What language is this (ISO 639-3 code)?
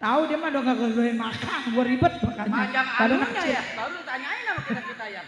bew